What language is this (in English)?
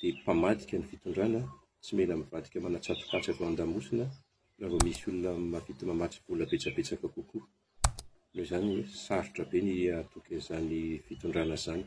Malagasy